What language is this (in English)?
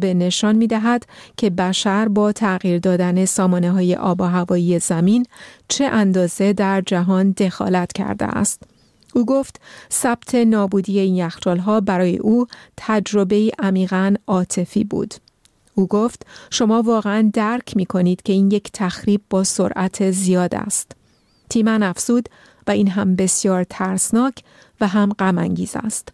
Persian